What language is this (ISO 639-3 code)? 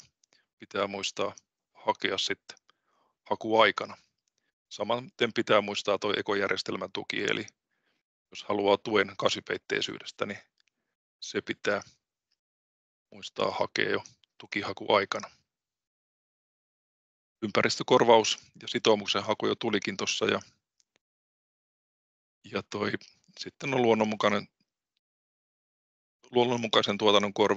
fin